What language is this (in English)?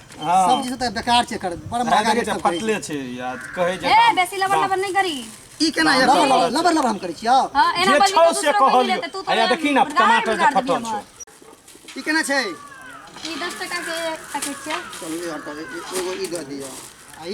Maithili